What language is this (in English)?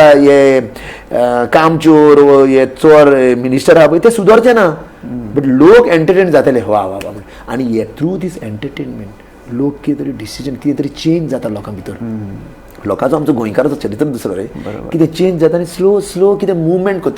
Konkani